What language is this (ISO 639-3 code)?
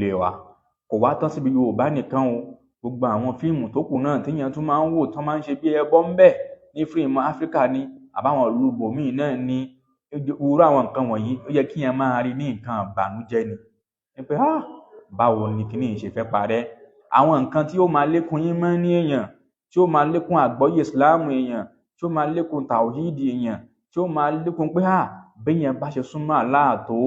yor